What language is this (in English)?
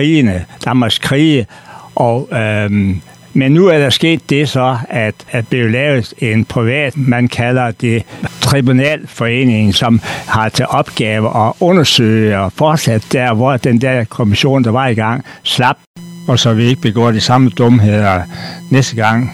Danish